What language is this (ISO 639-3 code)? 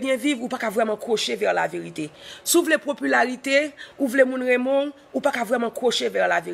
hat